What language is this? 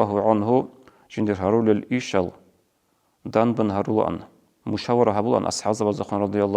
Avaric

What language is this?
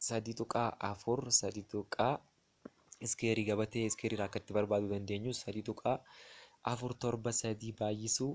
Oromo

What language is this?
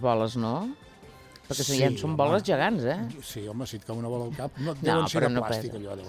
Catalan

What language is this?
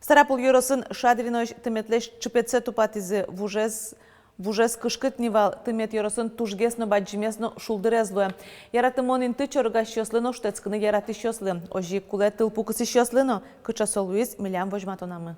Udmurt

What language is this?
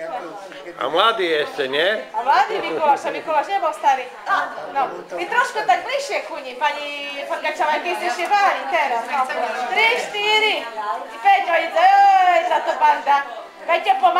Slovak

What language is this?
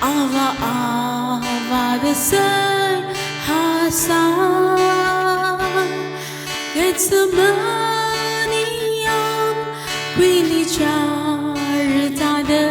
Tangkhul Naga (India)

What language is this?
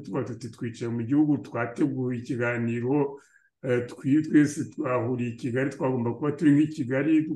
Kinyarwanda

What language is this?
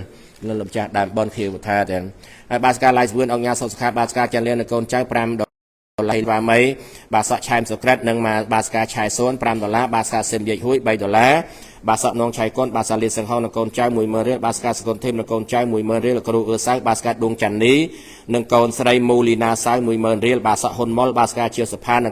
Khmer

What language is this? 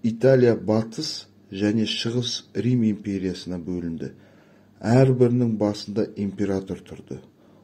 Kazakh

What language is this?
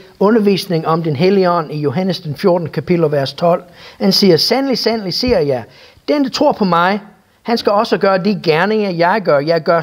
Danish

